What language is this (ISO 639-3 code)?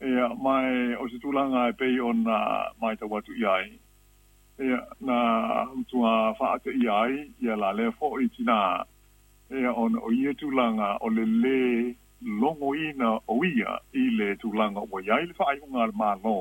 smo